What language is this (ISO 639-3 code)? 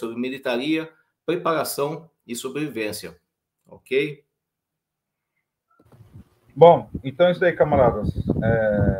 por